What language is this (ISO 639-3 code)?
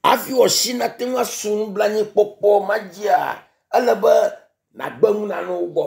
ewe